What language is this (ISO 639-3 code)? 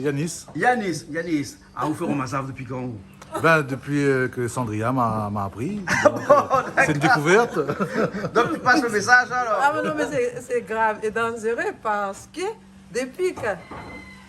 rcf